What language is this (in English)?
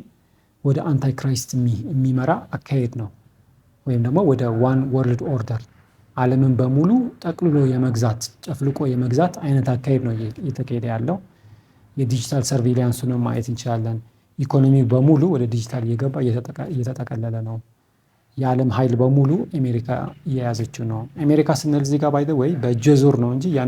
Amharic